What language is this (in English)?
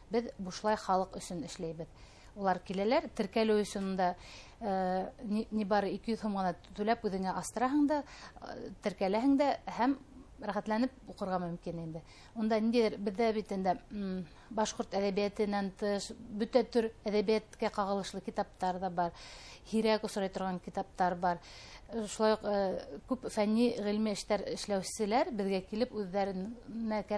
Bashkir